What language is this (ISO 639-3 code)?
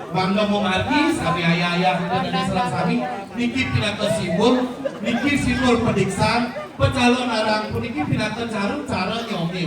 ban